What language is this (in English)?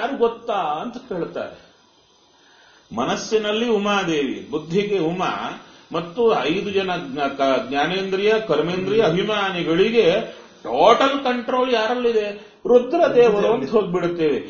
Kannada